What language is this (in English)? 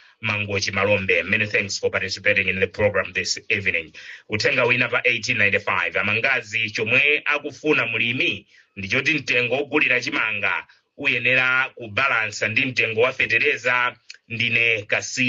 Nyanja